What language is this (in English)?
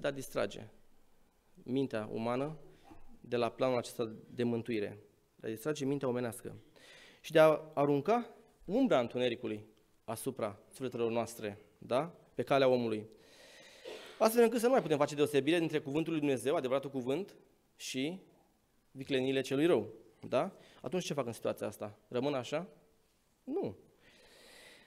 Romanian